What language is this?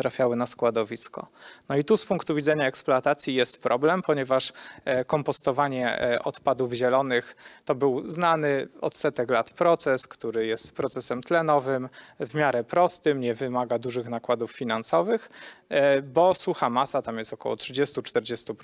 Polish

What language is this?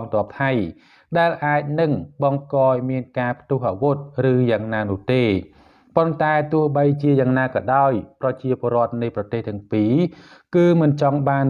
Khmer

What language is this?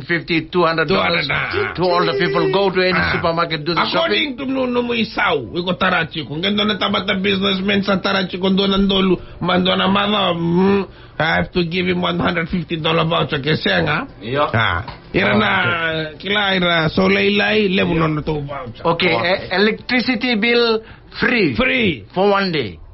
Fijian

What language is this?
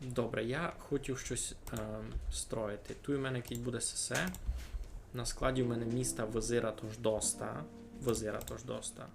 Rusyn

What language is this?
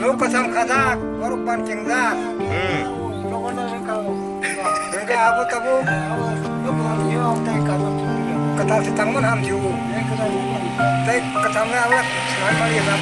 Kok Borok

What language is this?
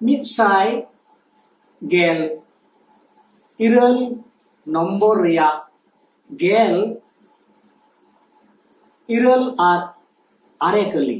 Santali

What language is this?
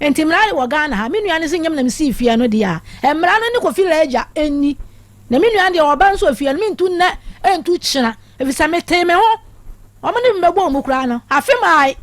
Akan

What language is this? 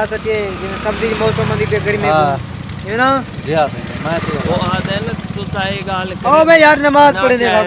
Saraiki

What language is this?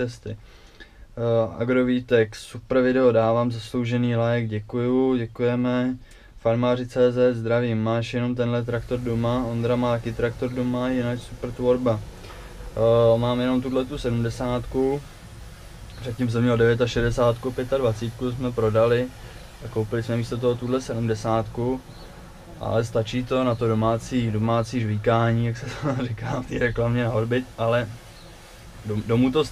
Czech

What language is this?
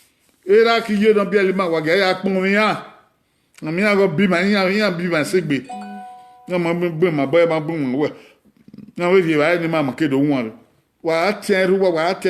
Bini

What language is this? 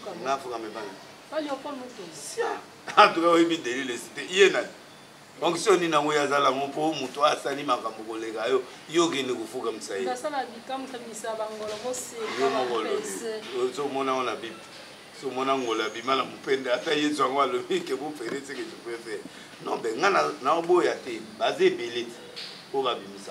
Lingala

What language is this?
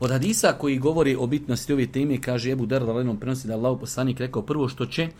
Bosnian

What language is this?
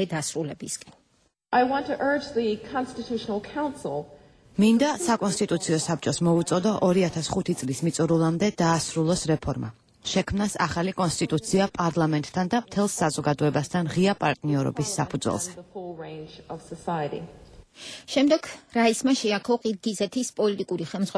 Georgian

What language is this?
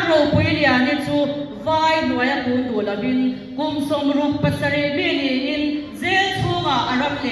Mizo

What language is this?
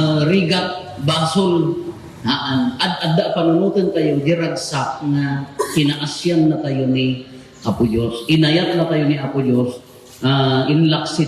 Iloko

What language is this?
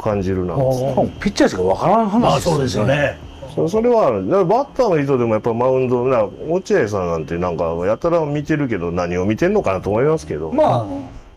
Japanese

